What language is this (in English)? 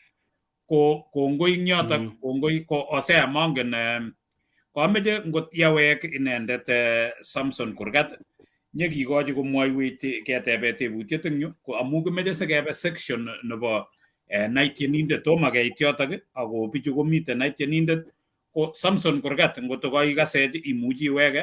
Kalenjin